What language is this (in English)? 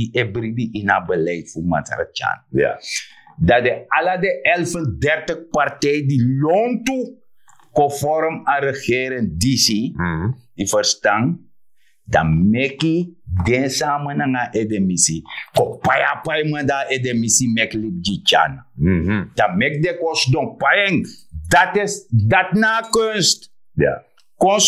Sranan Tongo